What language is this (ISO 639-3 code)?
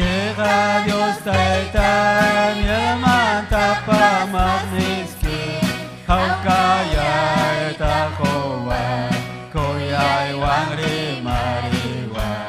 quy